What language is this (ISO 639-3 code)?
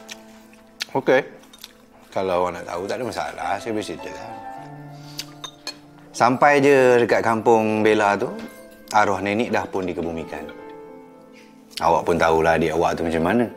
msa